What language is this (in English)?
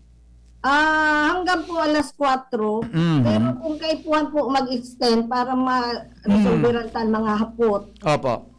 Bikol